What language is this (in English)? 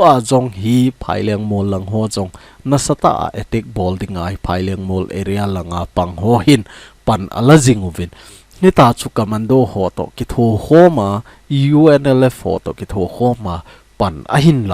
Thado Chin